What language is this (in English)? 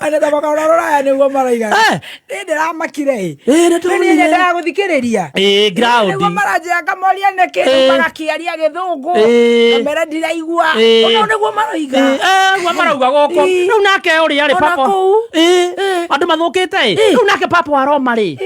Kikuyu